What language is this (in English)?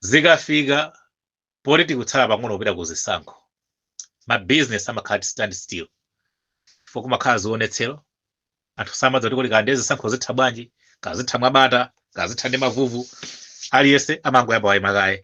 Nyanja